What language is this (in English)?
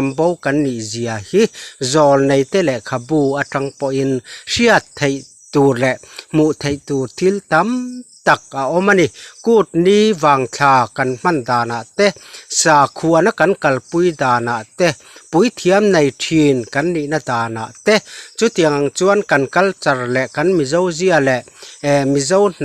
Mizo